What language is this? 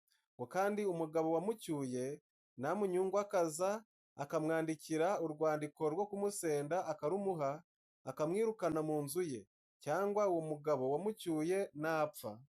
Kinyarwanda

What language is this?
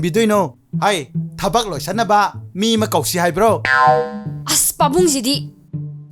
Manipuri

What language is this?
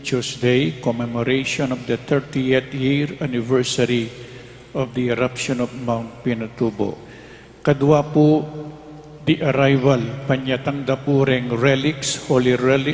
Pampanga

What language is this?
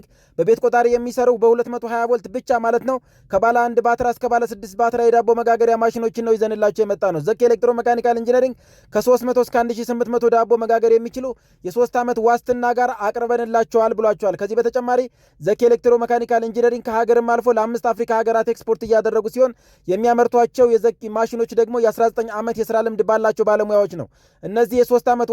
Amharic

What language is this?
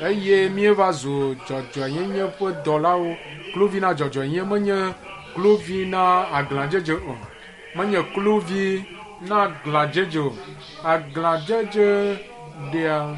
Ewe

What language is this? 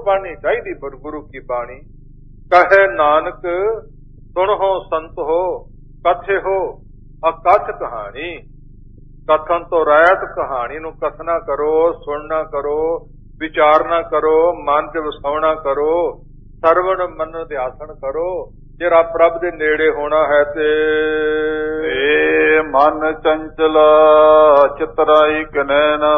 Punjabi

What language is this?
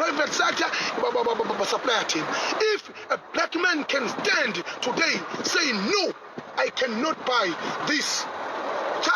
Zulu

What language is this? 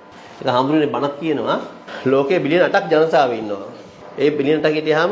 Sinhala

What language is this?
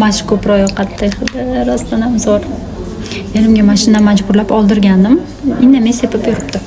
Uzbek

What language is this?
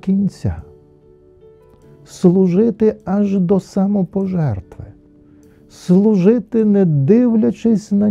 Ukrainian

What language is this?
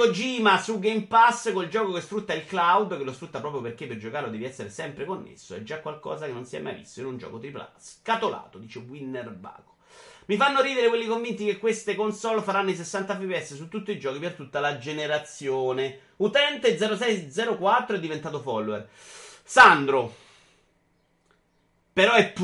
Italian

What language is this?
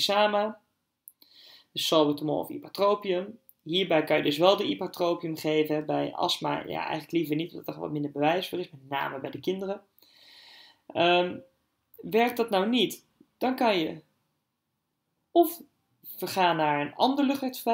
Dutch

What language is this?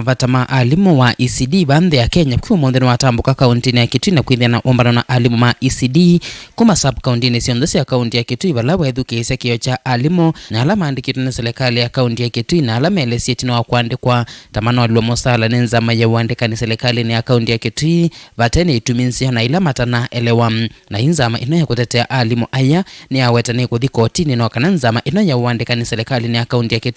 Kamba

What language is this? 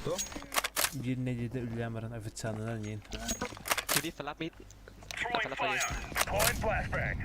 Yakut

